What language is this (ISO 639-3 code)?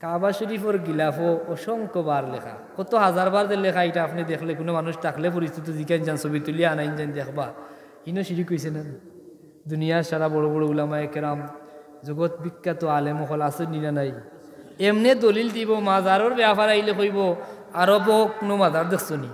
syl